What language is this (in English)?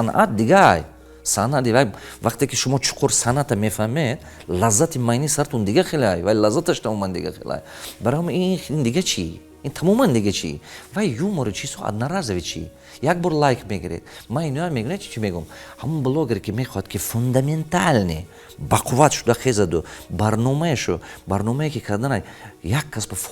Tajik